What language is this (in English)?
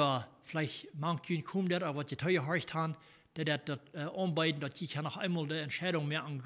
Plautdietsch